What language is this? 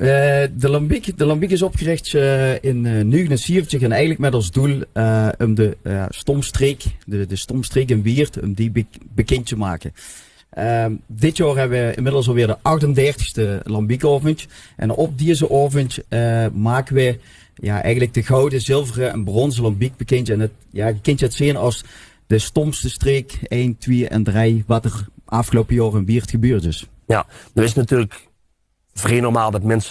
Limburgish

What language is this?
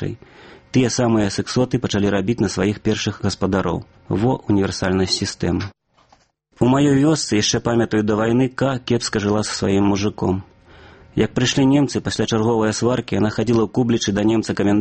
Belarusian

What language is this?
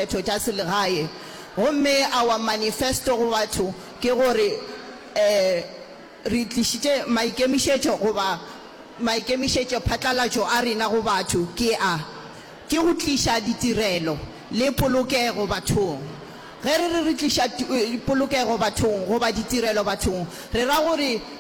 Northern Sotho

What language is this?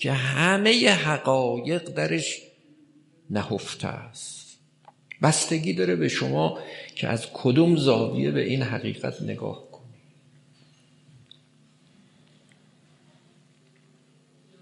Persian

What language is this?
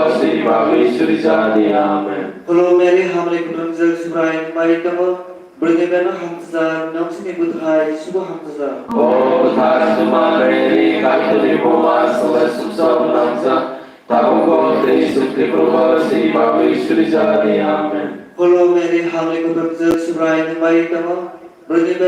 Kok Borok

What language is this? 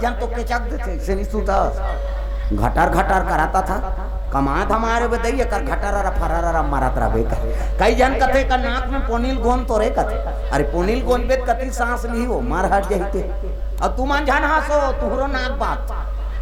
Chhattisgarhi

